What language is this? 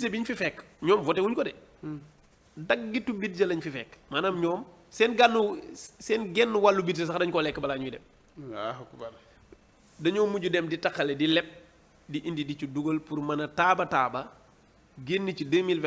Wolof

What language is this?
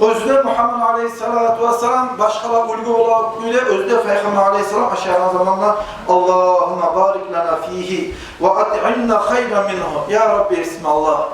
Kumyk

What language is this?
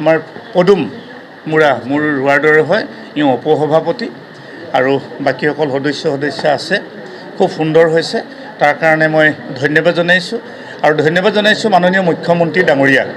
Assamese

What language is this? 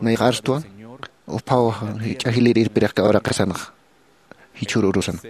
Aymara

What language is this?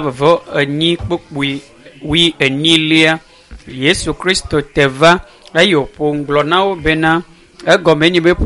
Ewe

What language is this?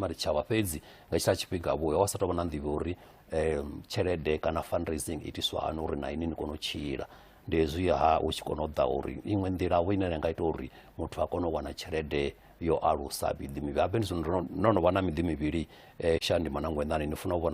Venda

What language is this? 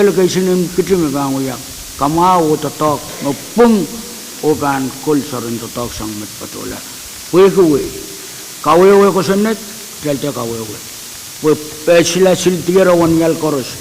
Pohnpeian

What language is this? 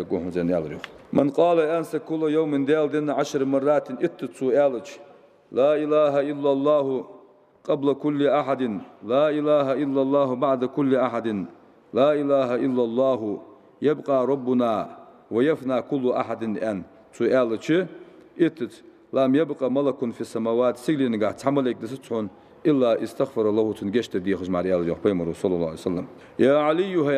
Ingush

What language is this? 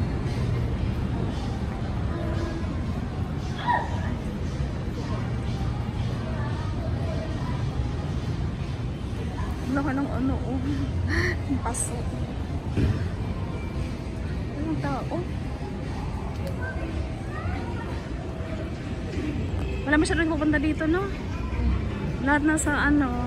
Filipino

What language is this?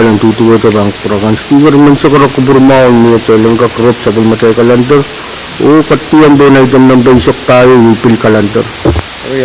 Pohnpeian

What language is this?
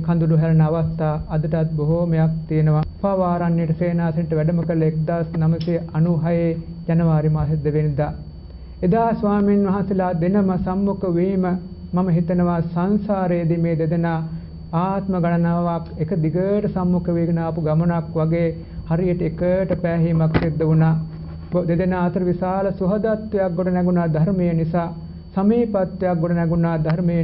Sinhala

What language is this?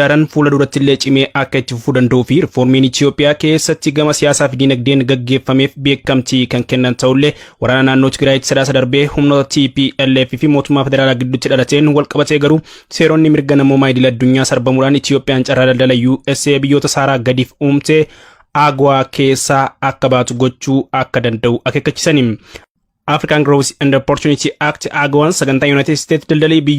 Oromo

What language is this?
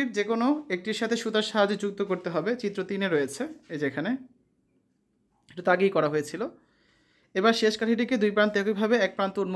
Bangla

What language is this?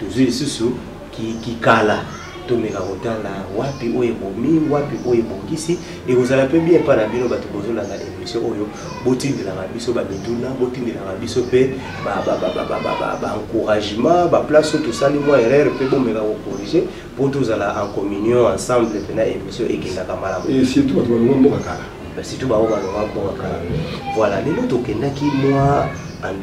Lingala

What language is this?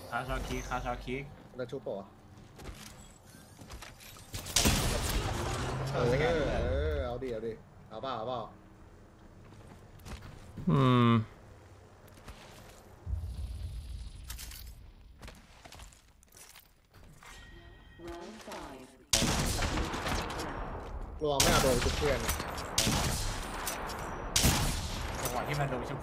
Thai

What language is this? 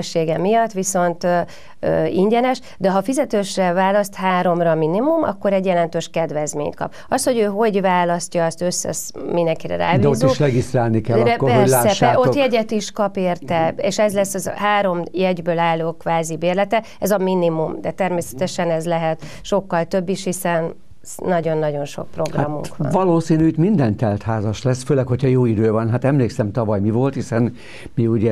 Hungarian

